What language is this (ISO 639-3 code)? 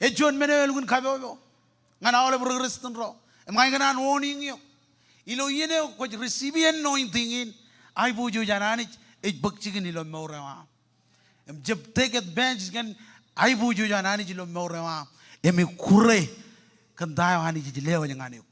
mah